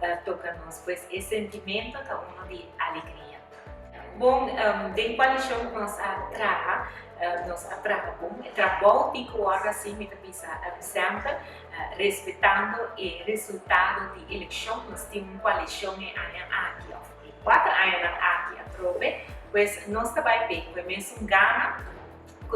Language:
Papiamento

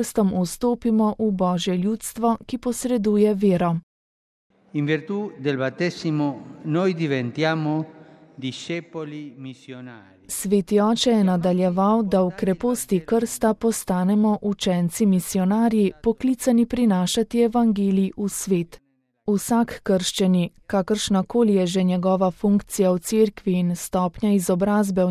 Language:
Slovenian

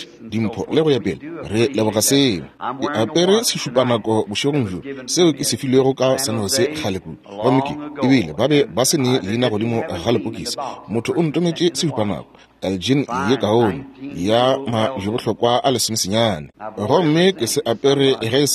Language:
Northern Sotho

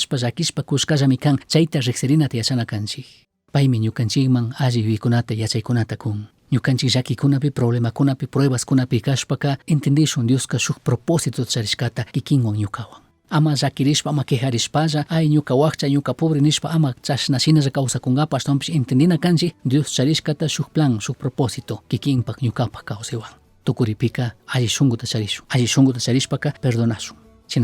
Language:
Chimborazo Highland Quichua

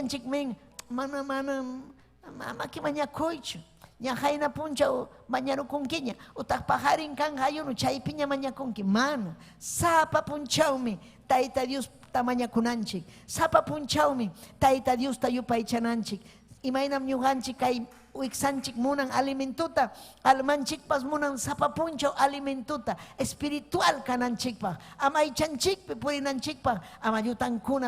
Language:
Ayacucho Quechua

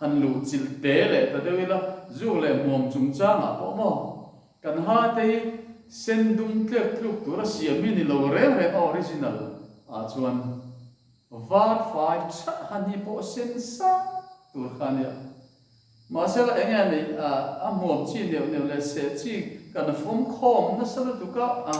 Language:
Mizo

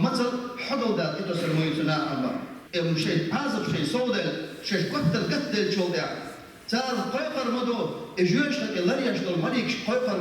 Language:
Chechen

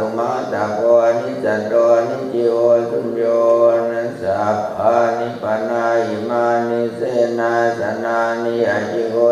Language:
Pali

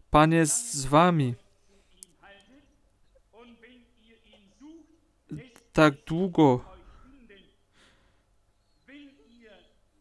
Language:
Polish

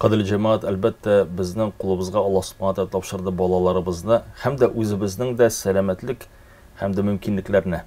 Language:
Tatar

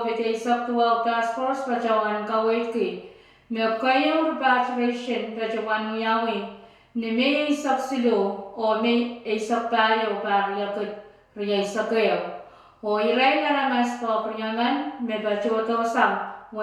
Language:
Pohnpeian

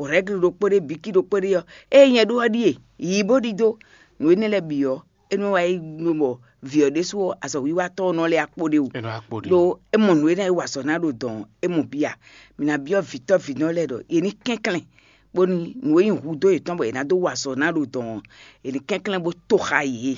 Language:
Fon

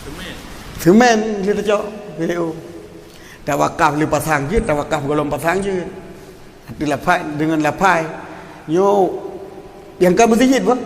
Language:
Achinese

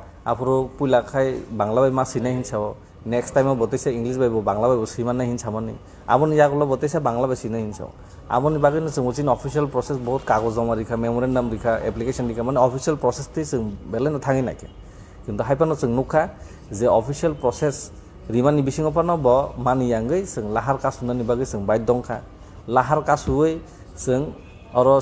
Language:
Kok Borok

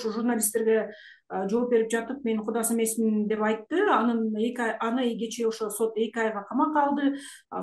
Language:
Kyrgyz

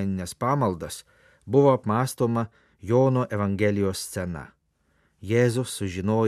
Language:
Lithuanian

